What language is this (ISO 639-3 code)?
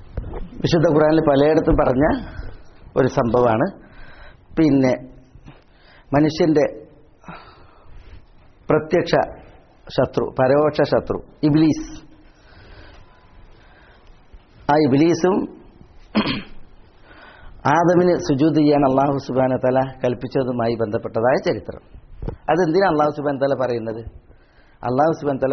mal